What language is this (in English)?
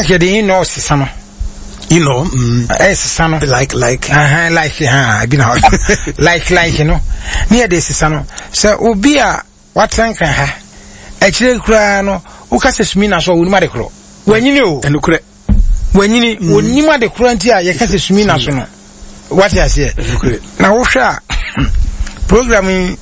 Akan